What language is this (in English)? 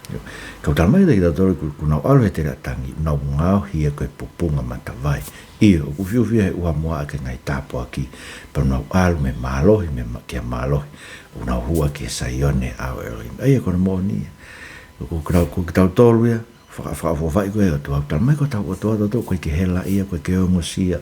Tongan